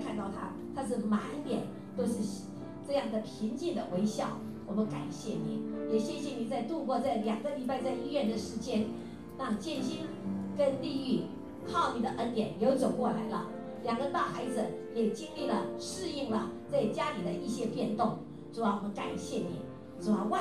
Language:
Chinese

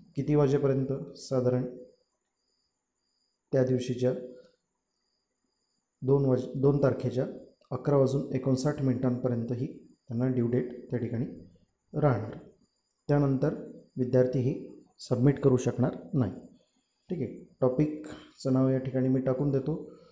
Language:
Marathi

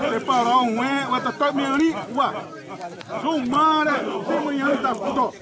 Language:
Xavánte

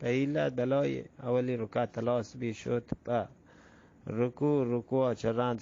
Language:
Eastern Balochi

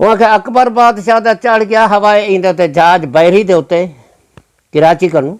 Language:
Saraiki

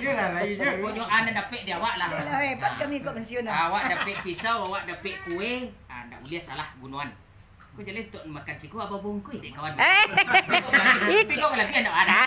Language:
Minangkabau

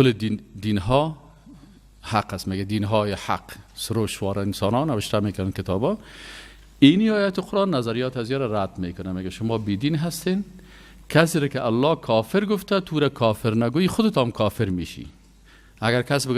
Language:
Persian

